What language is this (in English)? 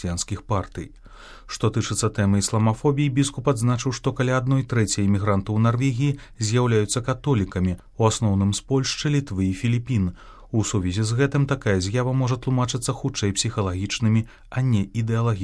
Belarusian